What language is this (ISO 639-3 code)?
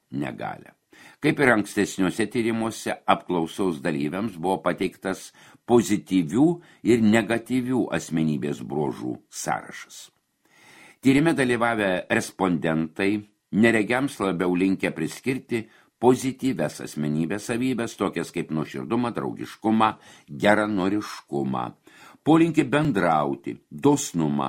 lit